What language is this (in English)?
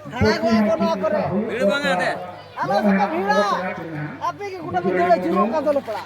Santali